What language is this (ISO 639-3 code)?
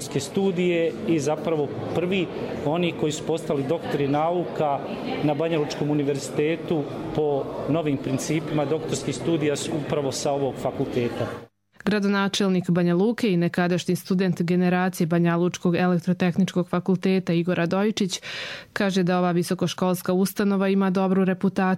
hrv